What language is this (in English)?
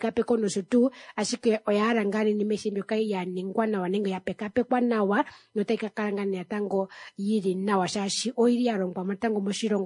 Kuanyama